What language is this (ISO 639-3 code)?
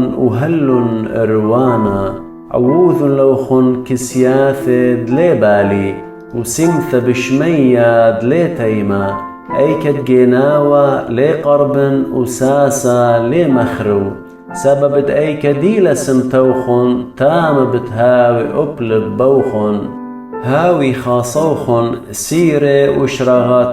aii